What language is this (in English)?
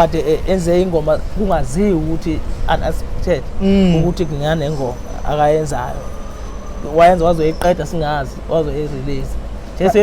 Zulu